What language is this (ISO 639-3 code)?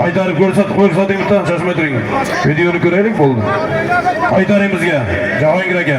uzb